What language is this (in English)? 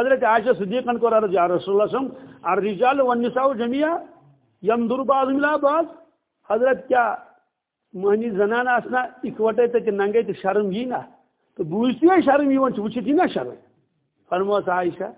Kashmiri